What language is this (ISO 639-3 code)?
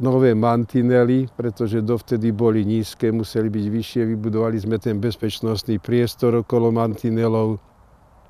slk